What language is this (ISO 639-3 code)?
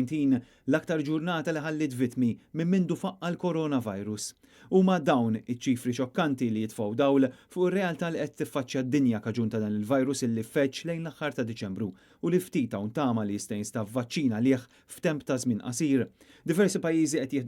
mlt